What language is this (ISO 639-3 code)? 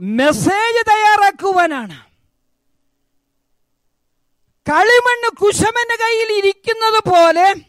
mal